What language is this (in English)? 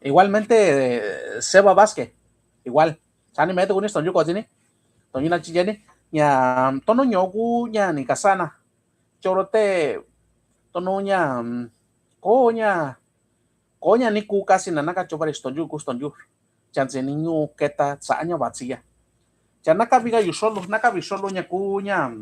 Mixtepec Mixtec